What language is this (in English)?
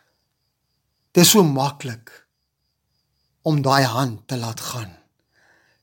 Afrikaans